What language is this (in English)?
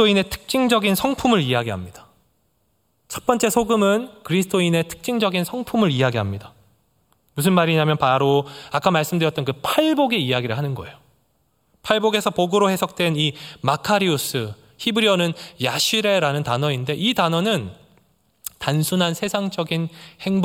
Korean